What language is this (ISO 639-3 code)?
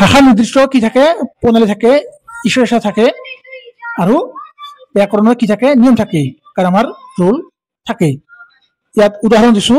asm